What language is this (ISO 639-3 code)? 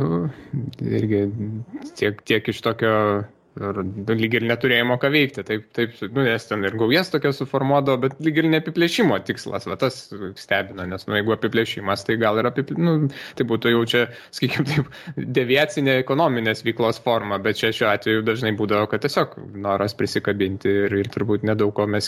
lit